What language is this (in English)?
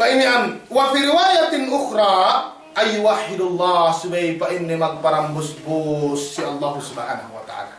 Yakan